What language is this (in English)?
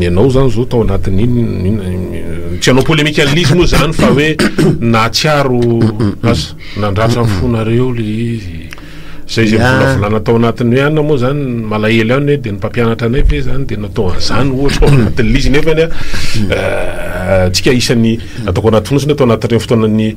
Malagasy